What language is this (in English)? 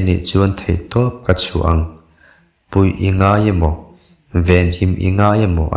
Mizo